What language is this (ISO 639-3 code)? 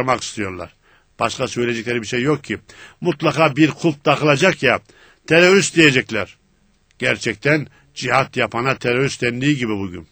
tur